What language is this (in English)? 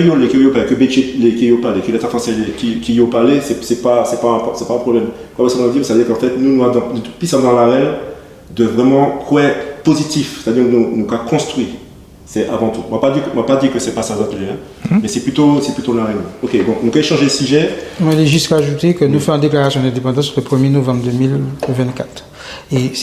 Guadeloupean Creole French